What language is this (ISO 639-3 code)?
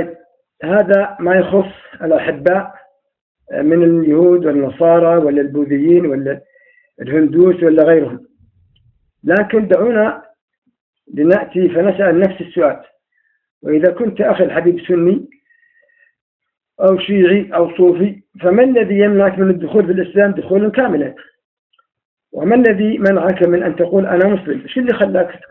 ara